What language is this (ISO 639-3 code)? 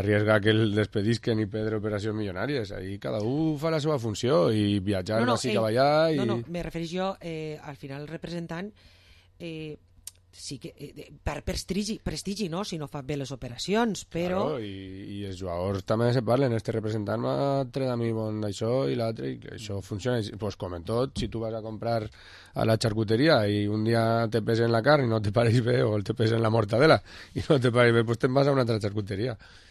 cat